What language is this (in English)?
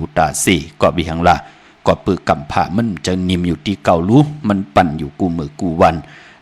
Shan